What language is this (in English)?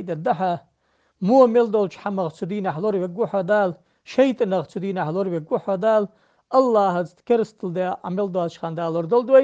Ingush